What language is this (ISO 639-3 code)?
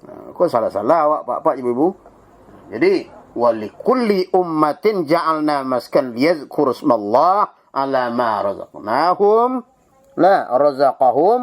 min